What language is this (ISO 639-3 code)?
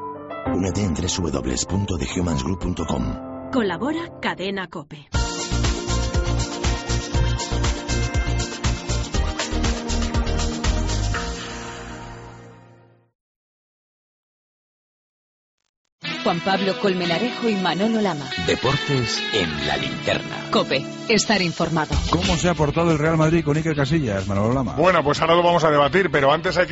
spa